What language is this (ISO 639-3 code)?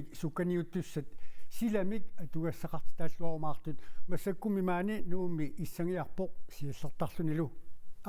kal